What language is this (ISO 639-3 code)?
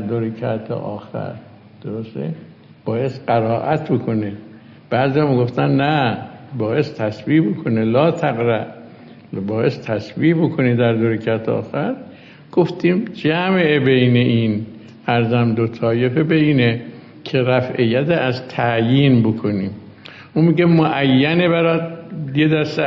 fas